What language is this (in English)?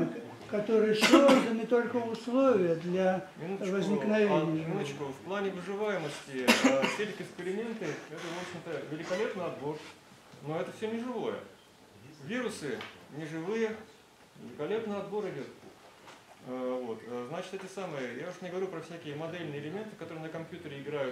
Russian